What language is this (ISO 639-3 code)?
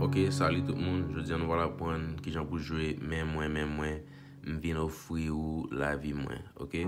hat